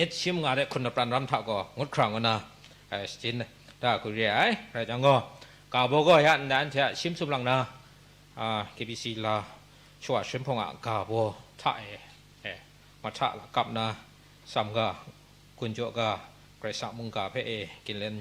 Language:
Kachin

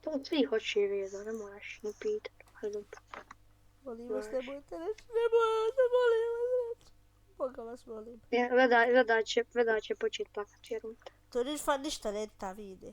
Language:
Bosnian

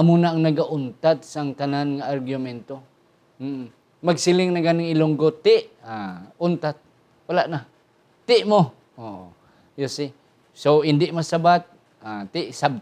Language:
Hiligaynon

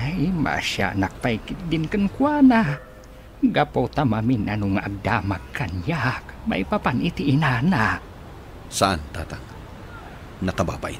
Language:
Iloko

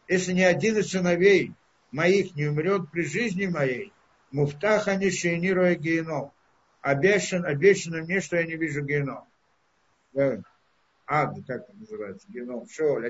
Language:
Russian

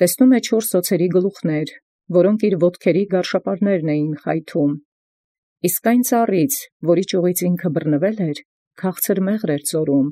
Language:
Armenian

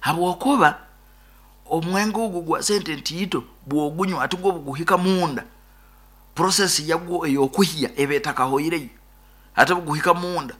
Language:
Nyoro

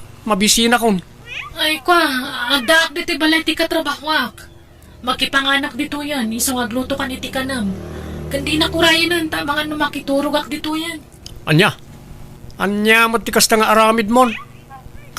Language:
Iloko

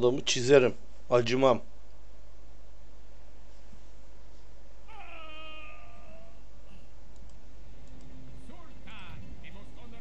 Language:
Turkish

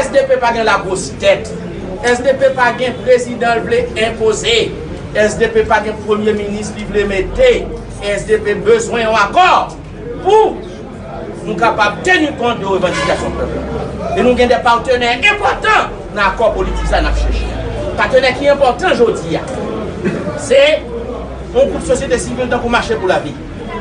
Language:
Haitian Creole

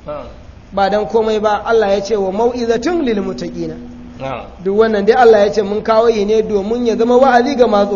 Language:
Hausa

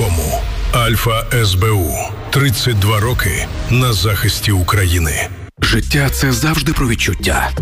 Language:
Ukrainian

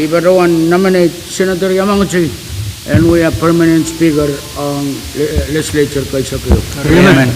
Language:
Pohnpeian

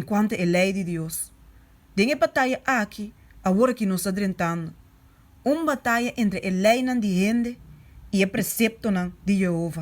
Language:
Papiamento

